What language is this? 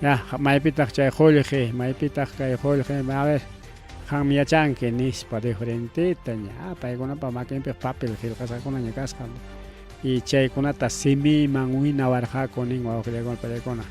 Ayacucho Quechua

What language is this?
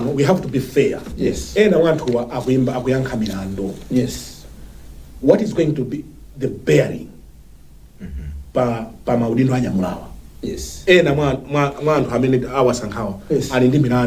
Nyanja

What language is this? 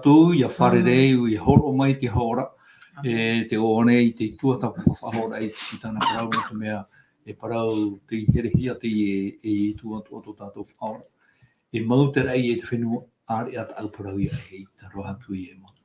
Tahitian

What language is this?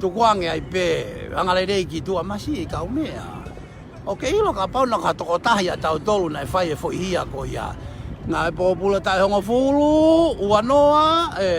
Tongan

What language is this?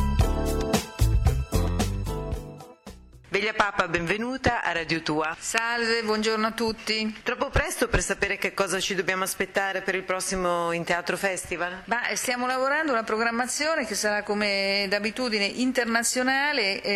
Italian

